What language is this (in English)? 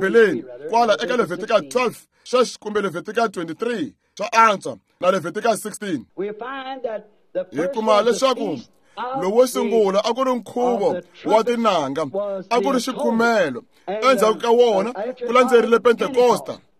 Tsonga